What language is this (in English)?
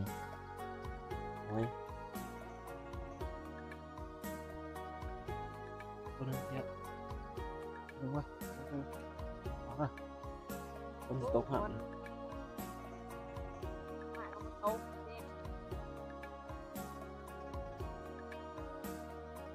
Thai